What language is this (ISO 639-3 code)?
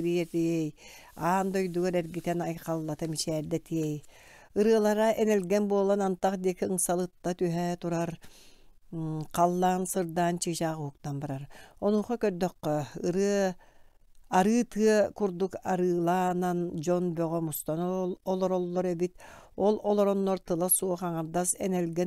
sah